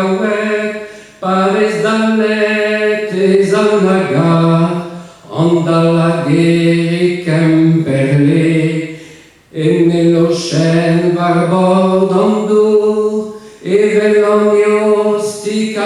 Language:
Breton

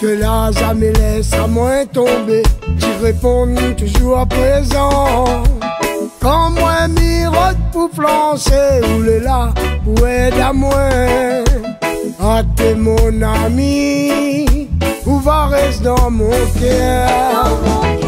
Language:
Réunion Creole French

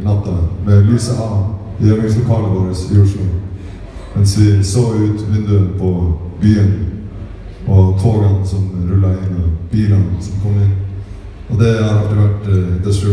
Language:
Norwegian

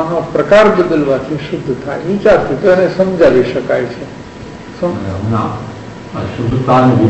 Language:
Gujarati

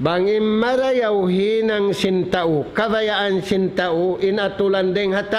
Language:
Tausug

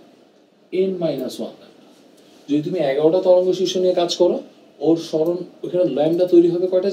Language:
Bangla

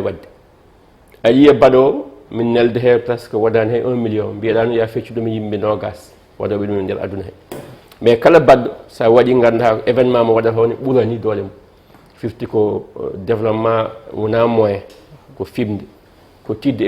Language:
Fula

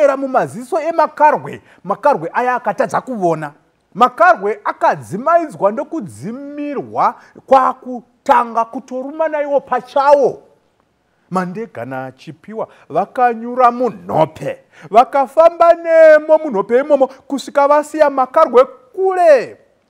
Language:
Shona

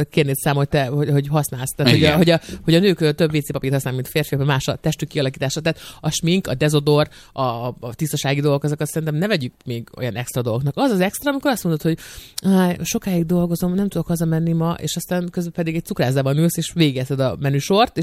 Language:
Hungarian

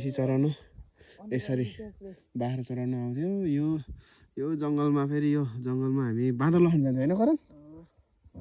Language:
Nepali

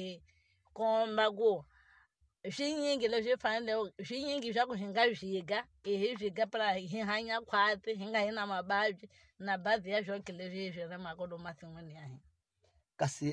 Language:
Tsonga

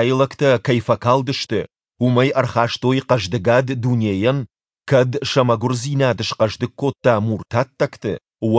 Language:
Ossetic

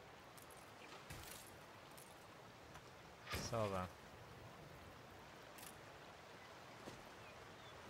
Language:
German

